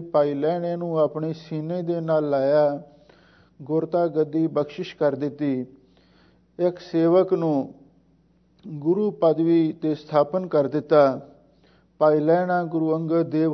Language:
Punjabi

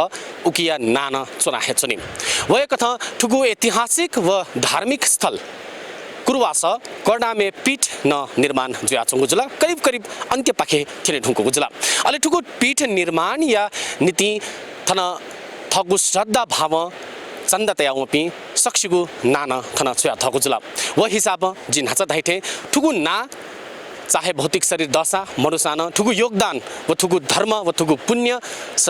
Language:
Newari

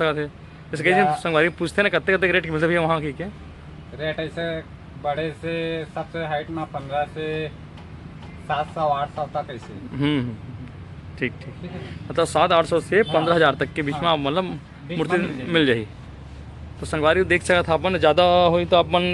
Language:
Chhattisgarhi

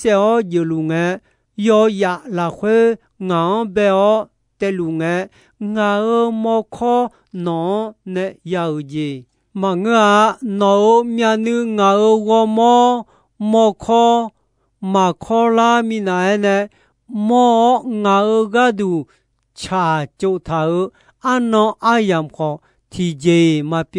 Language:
Akha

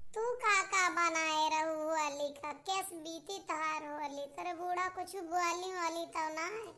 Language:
Awadhi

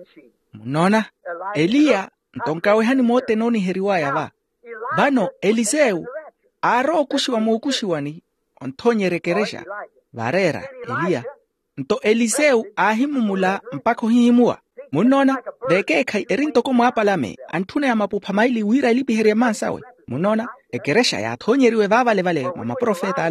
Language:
Makhuwa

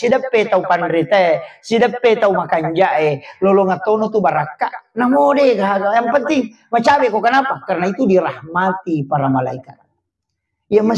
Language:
Buginese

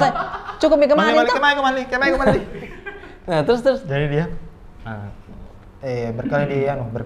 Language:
Makassar Malay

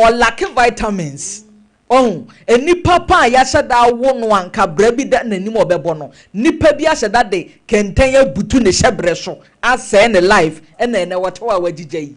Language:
Akan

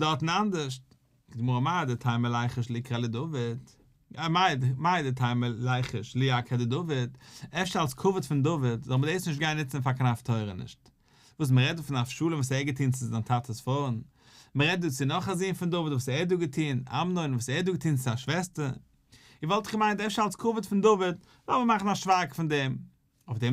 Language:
Yiddish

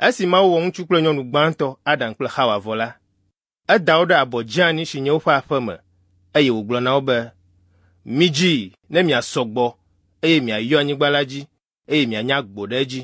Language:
Ewe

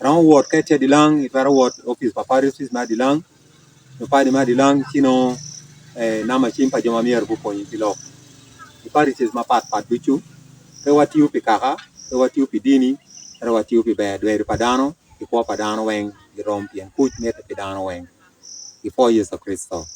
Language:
Acoli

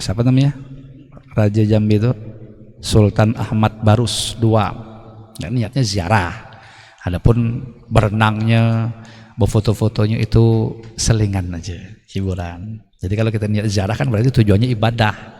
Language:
Banjar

